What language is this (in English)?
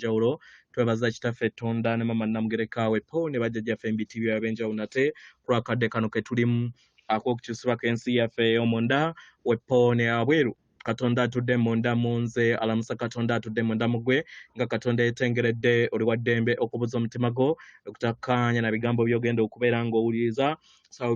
Ganda